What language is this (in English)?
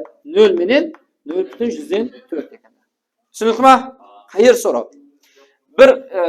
Kara-Kalpak